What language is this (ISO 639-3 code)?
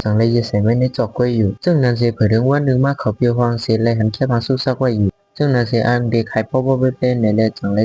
shn